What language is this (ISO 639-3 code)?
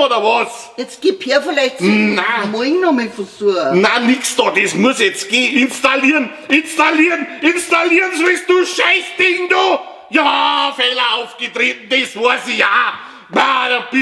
bar